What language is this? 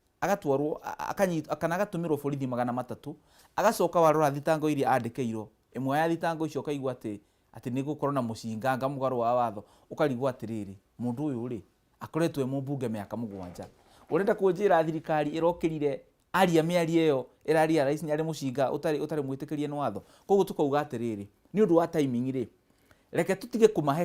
Kikuyu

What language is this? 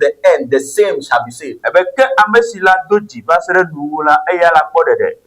Ewe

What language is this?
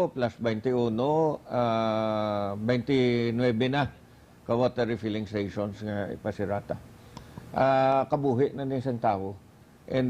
Hiligaynon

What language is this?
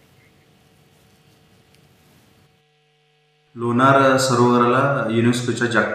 Marathi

